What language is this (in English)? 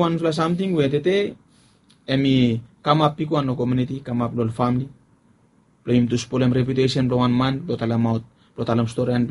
Bislama